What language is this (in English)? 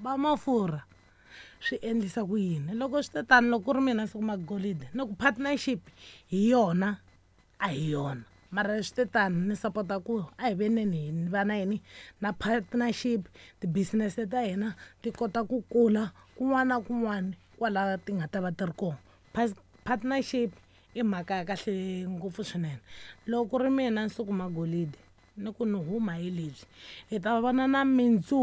Tsonga